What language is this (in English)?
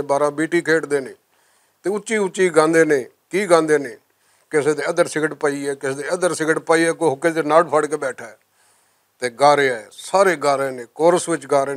Western Panjabi